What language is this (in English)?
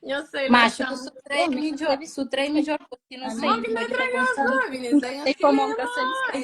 Kabuverdianu